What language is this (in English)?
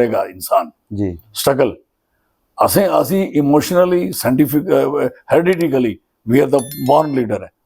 Dogri